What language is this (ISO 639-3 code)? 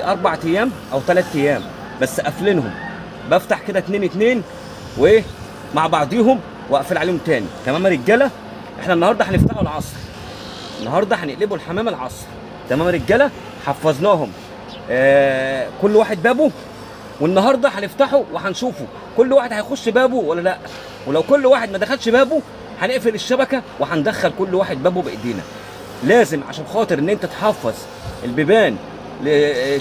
arz